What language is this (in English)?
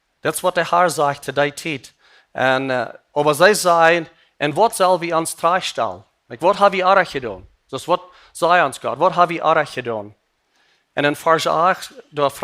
Plautdietsch